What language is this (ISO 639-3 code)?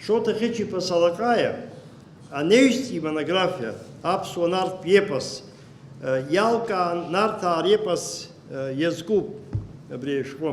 abk